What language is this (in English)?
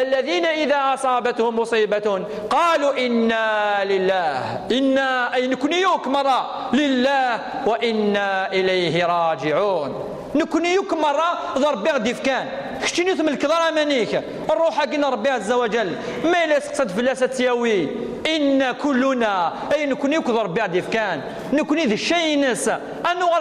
Kabyle